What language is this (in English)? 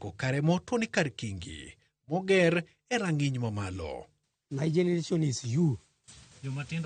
Luo (Kenya and Tanzania)